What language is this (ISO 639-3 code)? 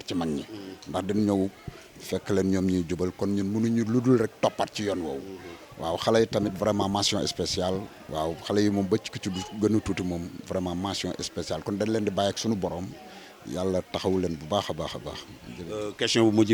wol